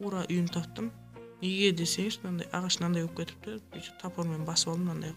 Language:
Kara-Kalpak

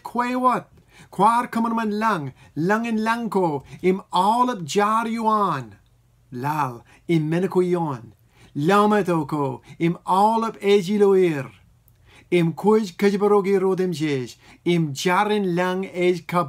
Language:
Marshallese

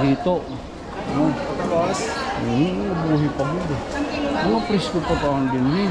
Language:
Waray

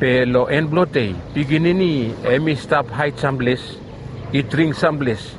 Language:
Bislama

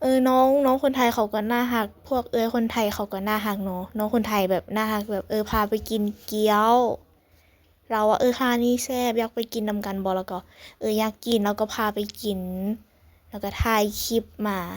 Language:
Lao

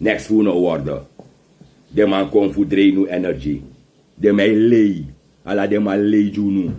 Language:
Sranan Tongo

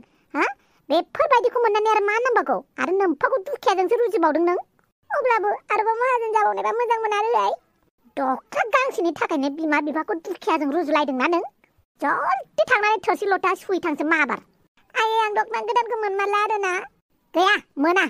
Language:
Bodo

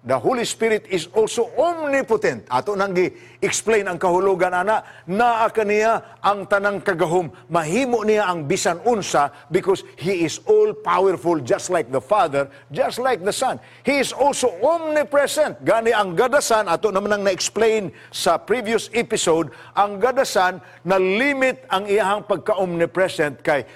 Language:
Cebuano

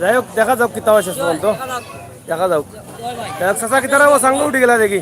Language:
Sylheti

